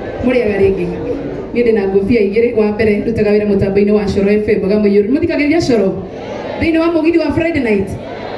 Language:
Kikuyu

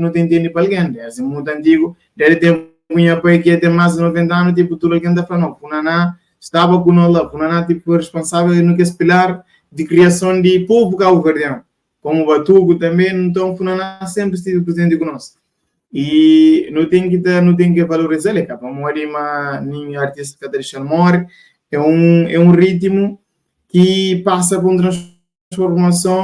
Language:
Kabuverdianu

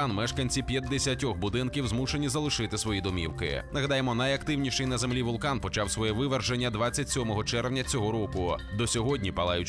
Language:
Ukrainian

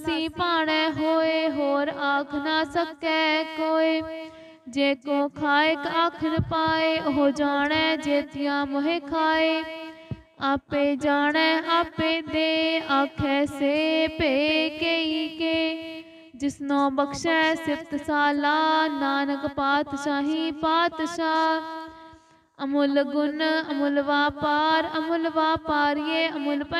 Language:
Punjabi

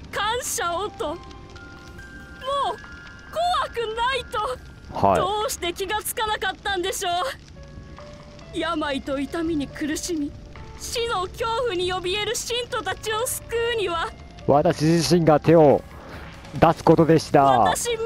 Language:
Japanese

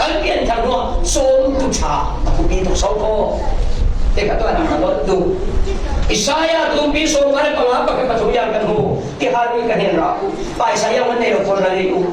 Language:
Falam Chin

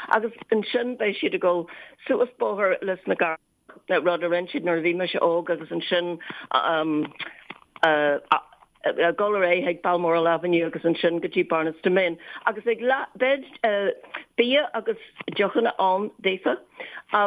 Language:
Irish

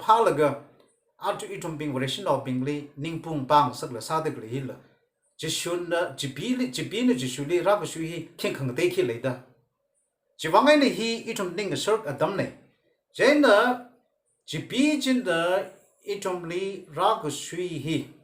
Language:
Tangkhul Naga (India)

